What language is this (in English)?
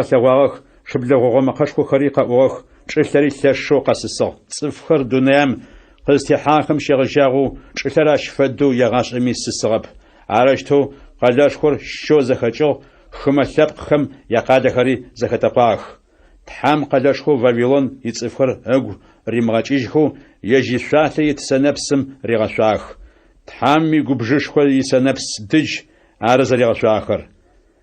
Adyghe